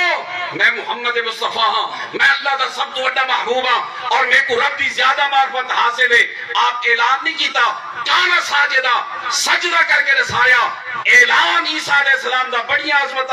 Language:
Saraiki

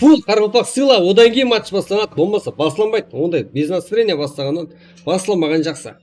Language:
Kara-Kalpak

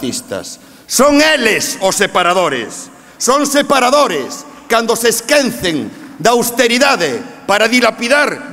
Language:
Galician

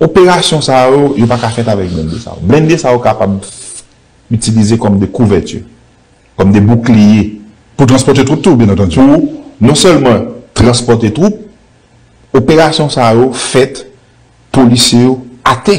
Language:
Haitian Creole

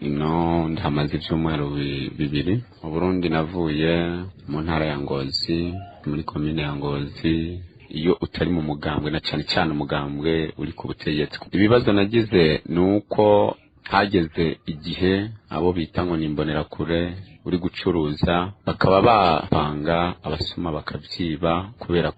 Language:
Rundi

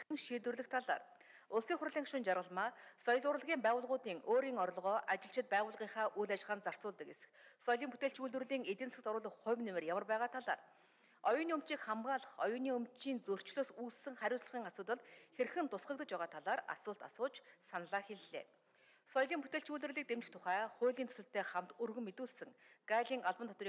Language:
Mongolian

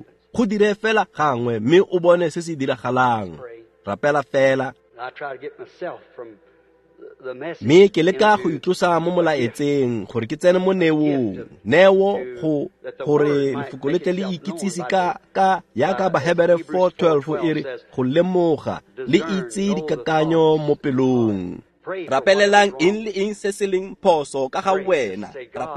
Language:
Tswana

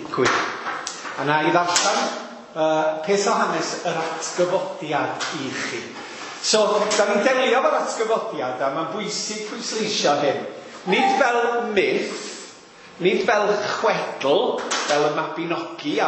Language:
Welsh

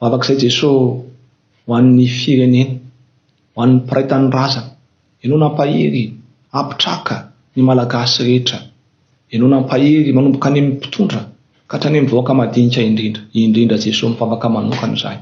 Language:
Malagasy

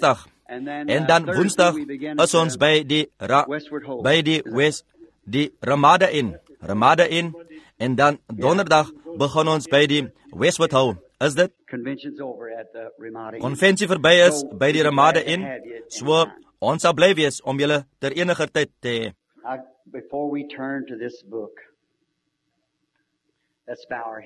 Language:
Afrikaans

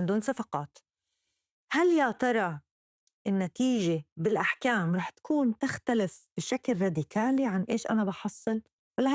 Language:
North Levantine Arabic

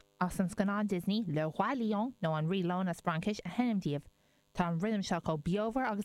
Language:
Irish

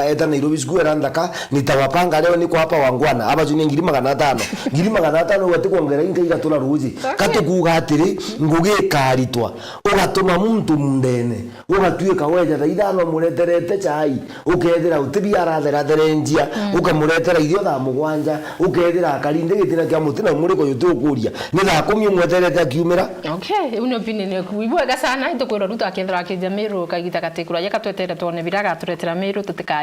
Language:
Meru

